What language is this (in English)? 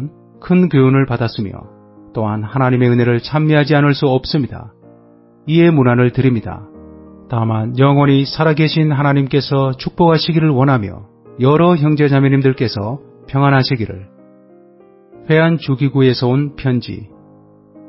Korean